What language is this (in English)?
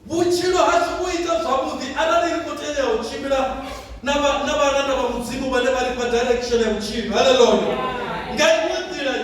Venda